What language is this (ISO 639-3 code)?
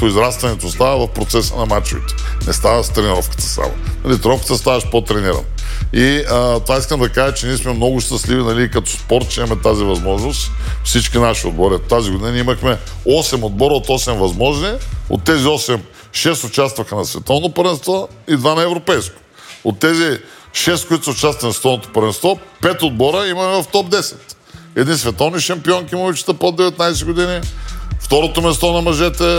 bul